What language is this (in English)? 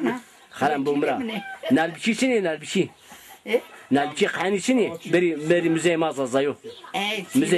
Zaza